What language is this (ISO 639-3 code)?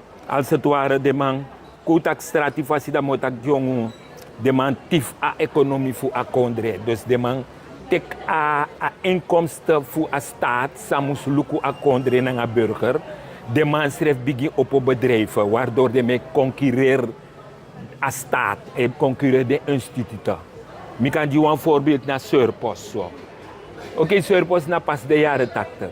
srn